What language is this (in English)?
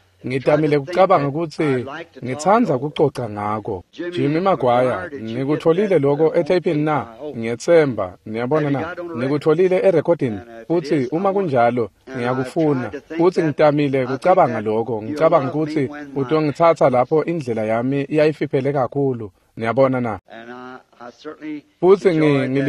Swati